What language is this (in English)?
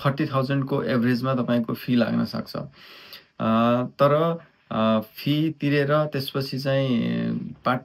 Nepali